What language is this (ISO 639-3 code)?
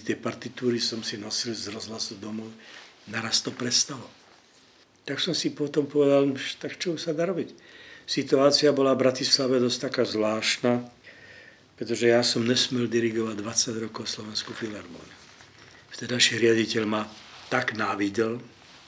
slk